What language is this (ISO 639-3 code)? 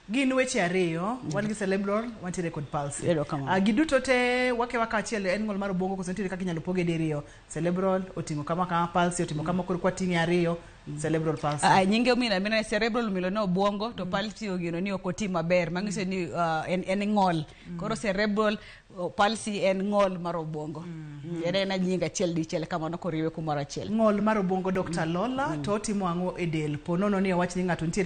luo